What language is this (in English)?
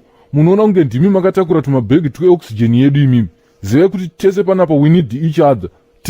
Shona